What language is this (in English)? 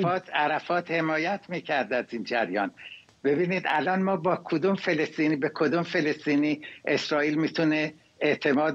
Persian